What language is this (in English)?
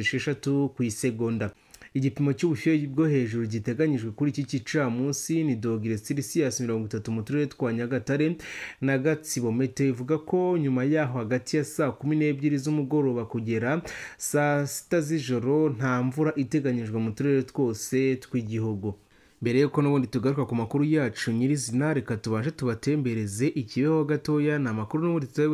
Kinyarwanda